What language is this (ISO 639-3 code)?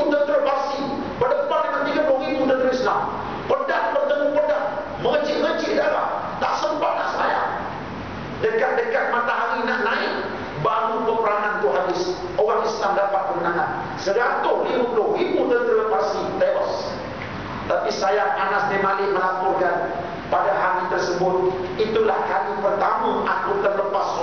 msa